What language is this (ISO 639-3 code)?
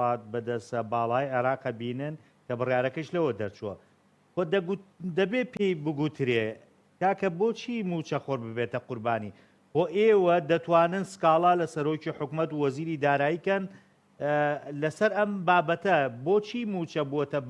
ckb